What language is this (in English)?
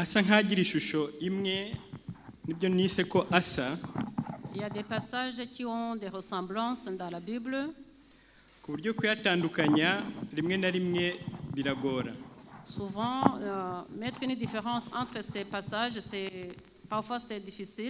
Kinyarwanda